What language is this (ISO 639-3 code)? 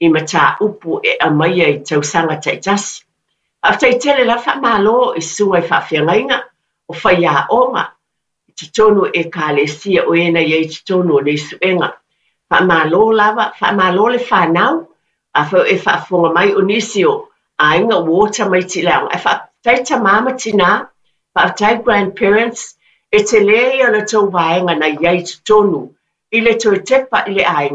smo